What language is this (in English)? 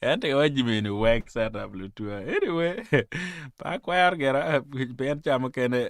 Acoli